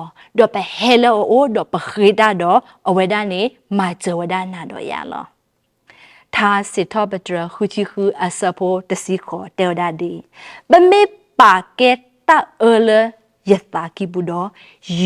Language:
S'gaw Karen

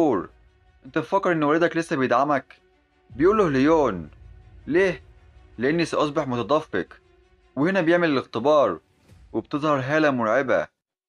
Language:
Egyptian Arabic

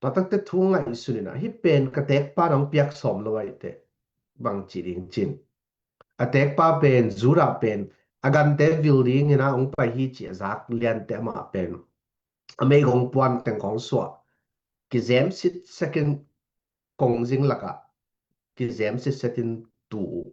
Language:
Tedim Chin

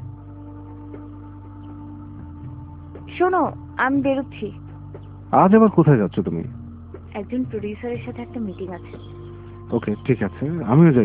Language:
Bangla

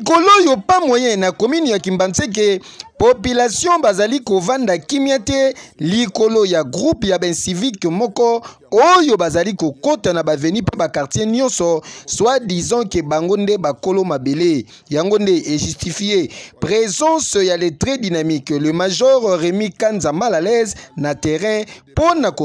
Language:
Lingala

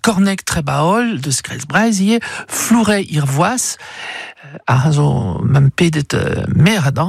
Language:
Breton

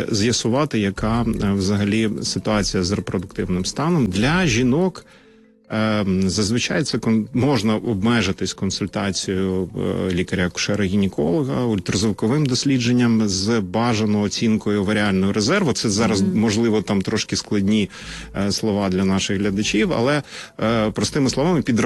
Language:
Ukrainian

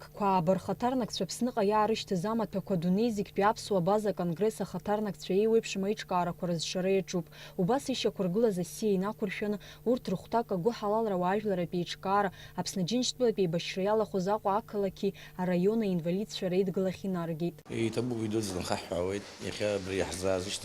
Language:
Abkhazian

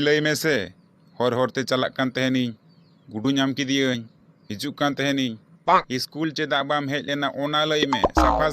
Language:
Santali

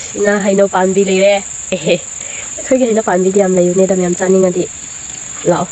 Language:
Manipuri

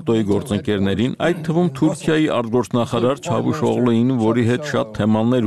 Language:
Armenian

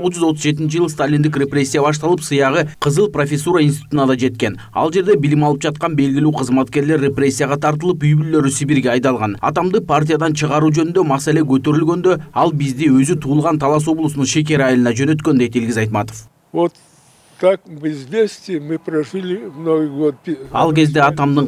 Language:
Kyrgyz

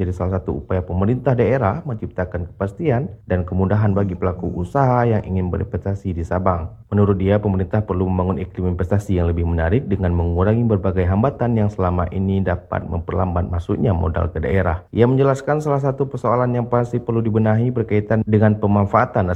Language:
Indonesian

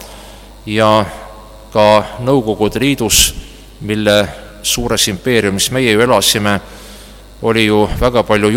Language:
Estonian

